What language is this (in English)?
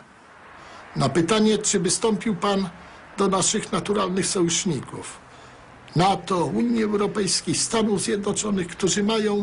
Polish